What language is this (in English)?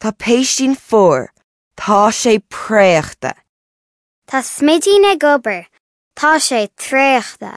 Irish